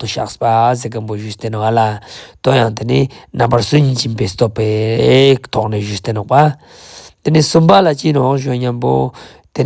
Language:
Ladakhi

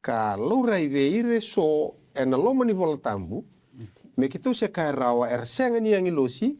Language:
Fijian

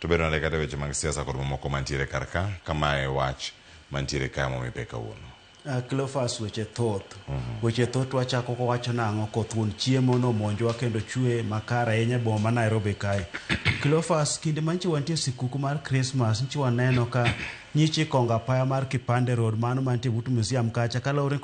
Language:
Luo (Kenya and Tanzania)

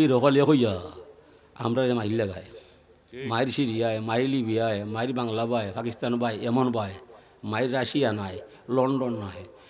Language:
Sylheti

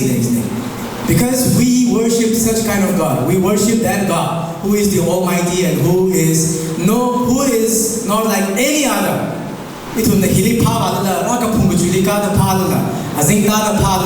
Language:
Tangkhul Naga (India)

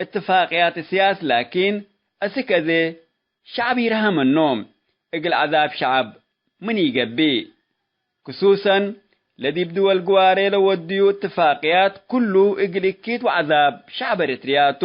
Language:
Tigre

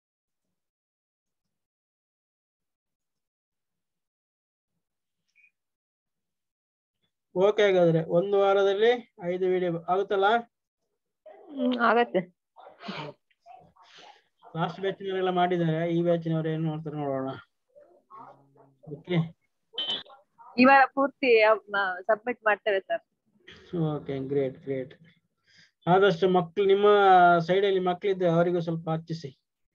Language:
Kannada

